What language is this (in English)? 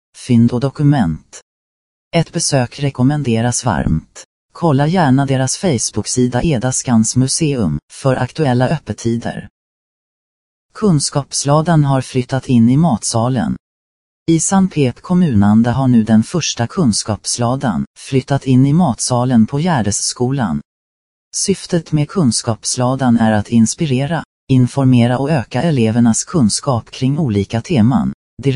Swedish